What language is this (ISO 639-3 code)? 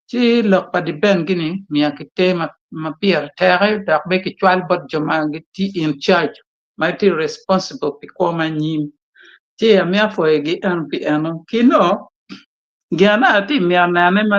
ach